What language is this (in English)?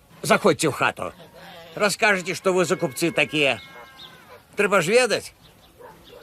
Belarusian